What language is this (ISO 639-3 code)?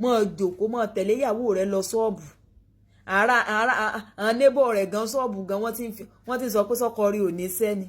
yor